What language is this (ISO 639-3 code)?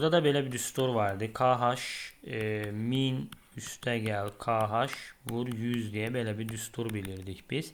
aze